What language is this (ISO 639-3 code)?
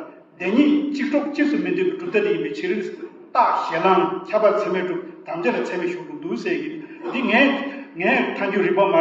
bod